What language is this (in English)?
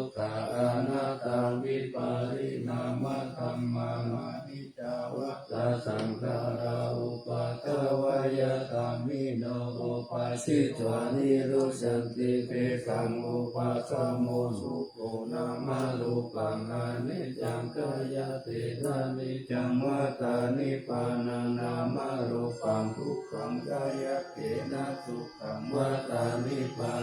Pali